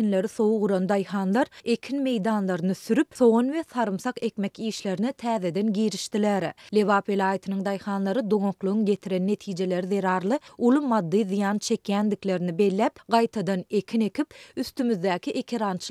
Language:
Turkmen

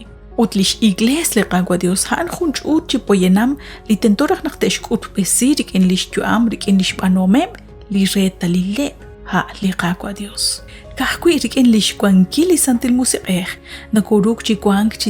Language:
Kekchí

